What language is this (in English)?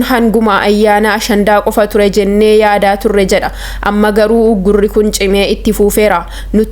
Oromo